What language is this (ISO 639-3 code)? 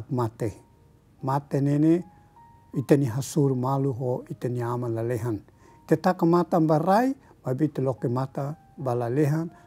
tet